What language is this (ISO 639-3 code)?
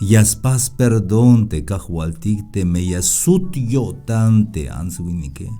tzh